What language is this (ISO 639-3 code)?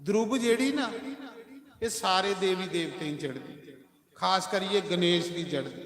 doi